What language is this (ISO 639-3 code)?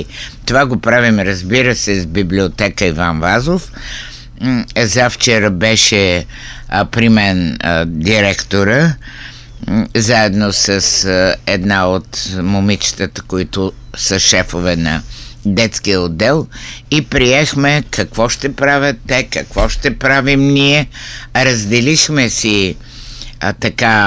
bul